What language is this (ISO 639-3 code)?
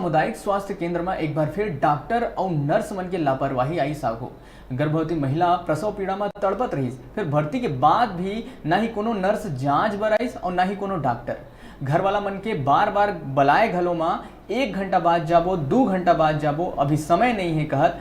hne